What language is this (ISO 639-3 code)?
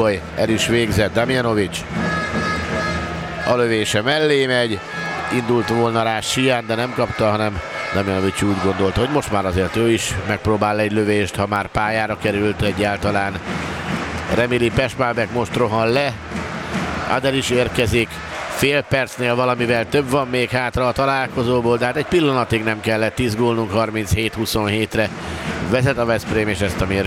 hun